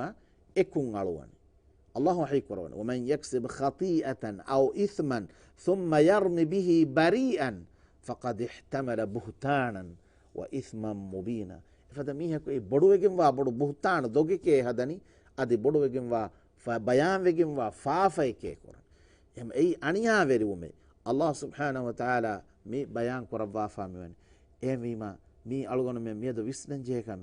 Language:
Divehi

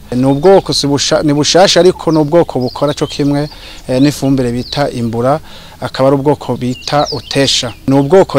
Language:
Rundi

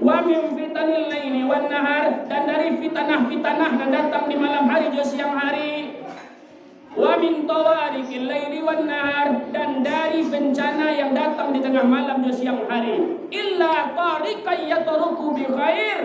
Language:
Minangkabau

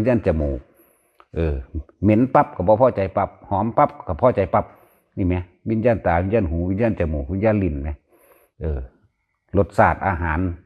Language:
Northeastern Thai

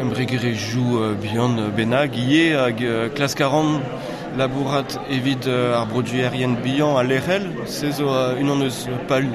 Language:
Breton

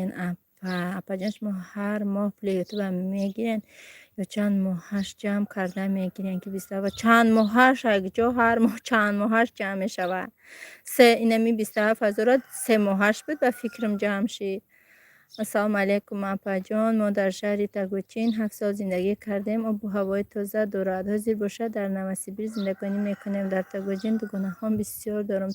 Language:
Tajik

